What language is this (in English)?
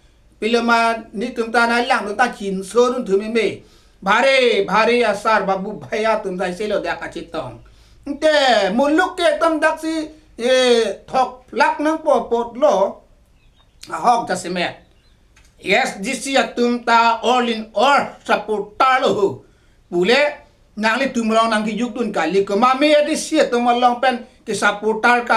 Karbi